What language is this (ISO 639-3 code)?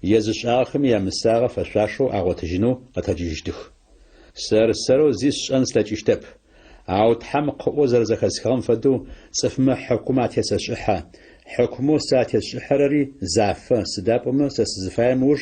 ady